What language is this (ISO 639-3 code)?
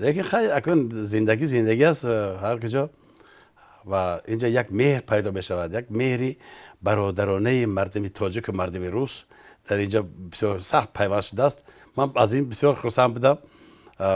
tgk